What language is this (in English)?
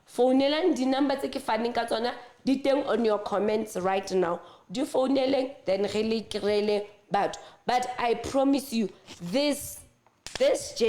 Southern Sotho